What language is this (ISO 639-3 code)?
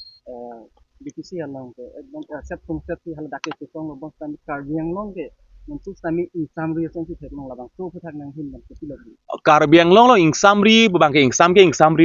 mjw